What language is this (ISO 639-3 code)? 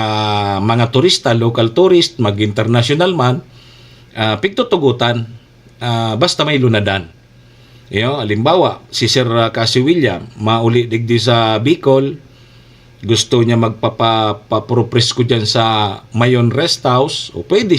bik